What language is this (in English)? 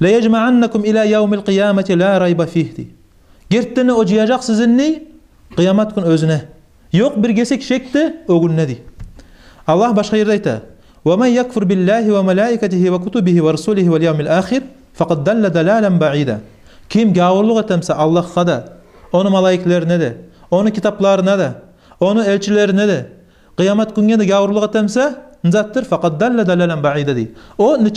Kumyk